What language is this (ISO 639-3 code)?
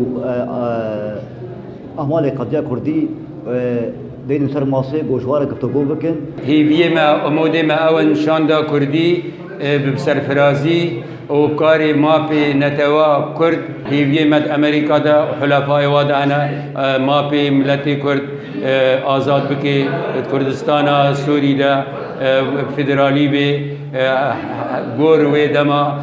kur